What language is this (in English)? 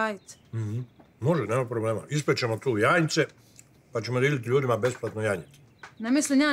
Croatian